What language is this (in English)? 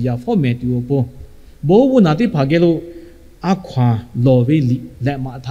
Lahu